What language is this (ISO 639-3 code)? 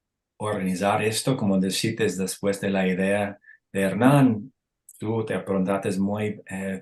lad